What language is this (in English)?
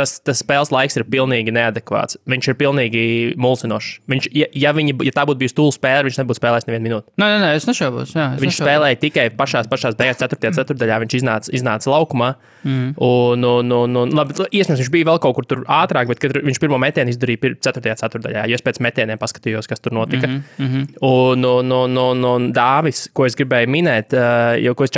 Latvian